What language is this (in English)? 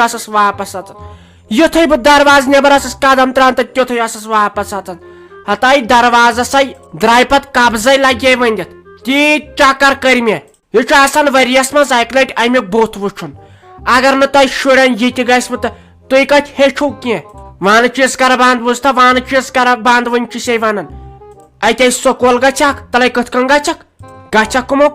Kashmiri